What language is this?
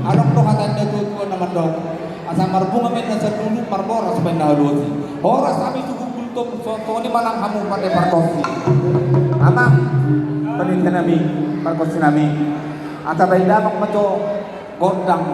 Batak Toba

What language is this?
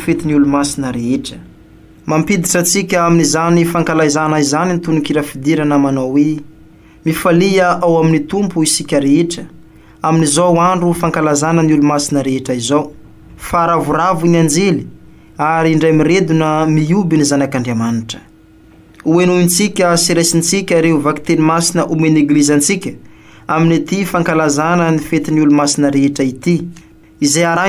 Malagasy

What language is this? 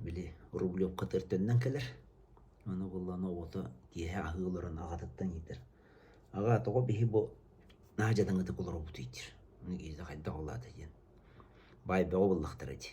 Yakut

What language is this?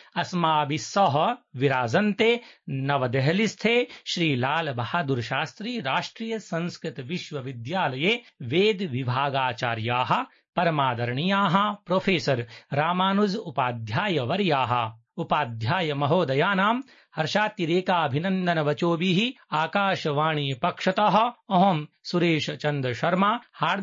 Sanskrit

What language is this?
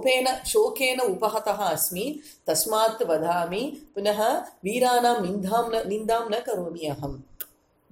Sanskrit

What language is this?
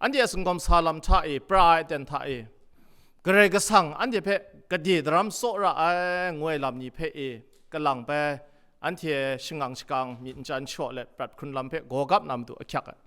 Kachin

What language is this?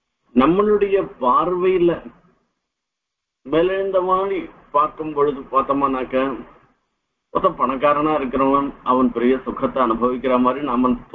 Tamil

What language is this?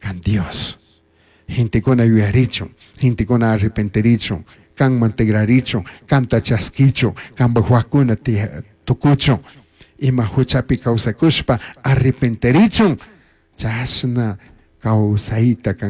Chimborazo Highland Quichua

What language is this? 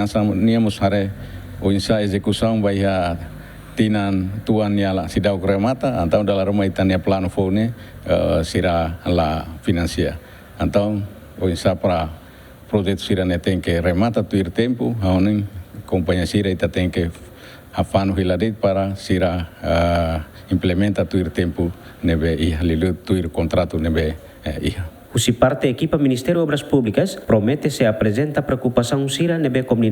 Tetum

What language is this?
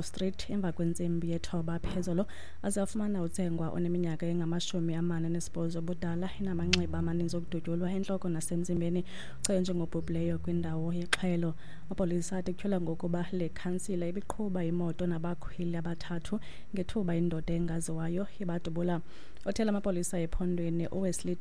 Xhosa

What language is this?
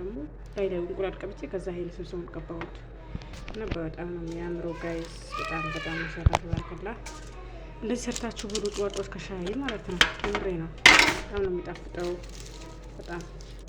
Amharic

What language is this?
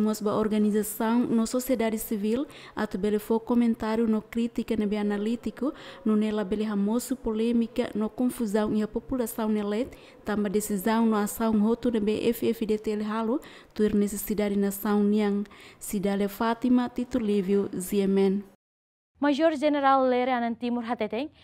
Tetum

